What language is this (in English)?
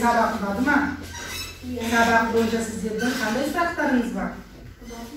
Kazakh